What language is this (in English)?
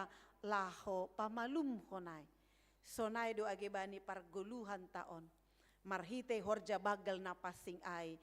Batak Simalungun